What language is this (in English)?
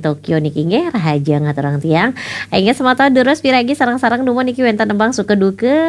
Balinese